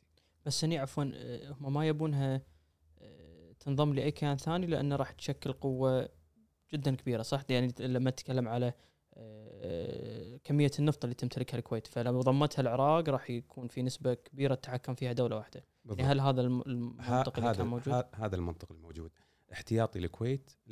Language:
Gulf Arabic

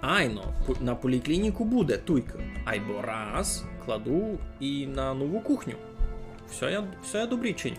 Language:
Rusyn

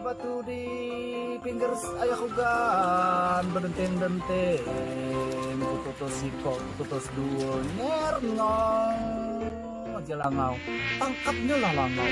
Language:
Musi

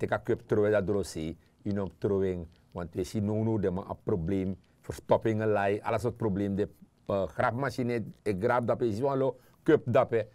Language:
Sranan Tongo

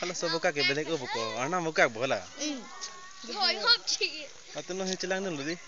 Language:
Karbi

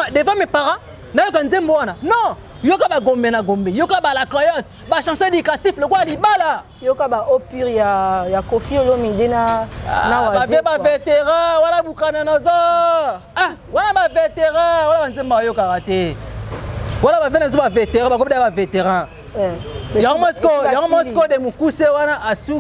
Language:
Lingala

